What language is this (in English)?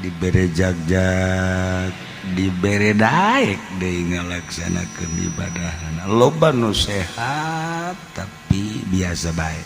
Sundanese